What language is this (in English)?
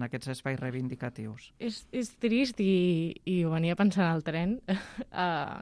Catalan